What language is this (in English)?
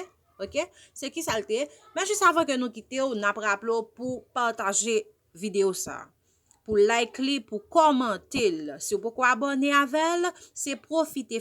Haitian Creole